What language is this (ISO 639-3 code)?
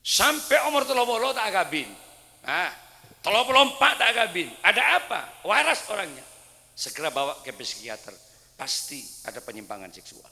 mad